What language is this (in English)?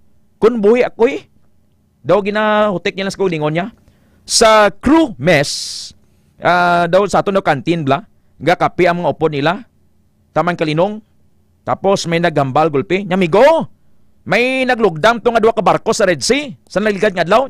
Hiligaynon